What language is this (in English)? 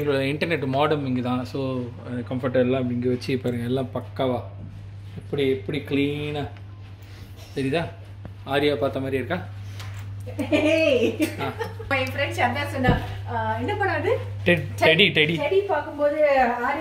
Tamil